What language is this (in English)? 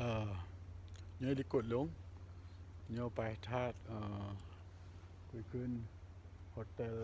Achinese